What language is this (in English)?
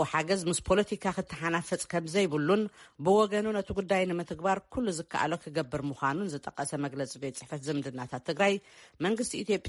Tigrinya